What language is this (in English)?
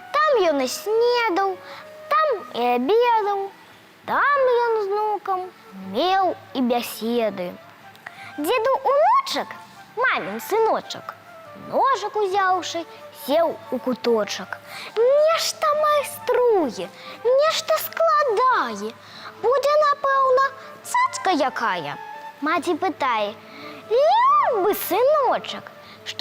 Belarusian